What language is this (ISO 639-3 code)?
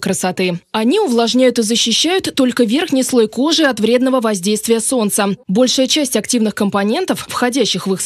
rus